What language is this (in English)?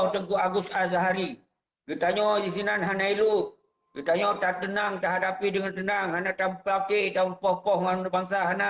Achinese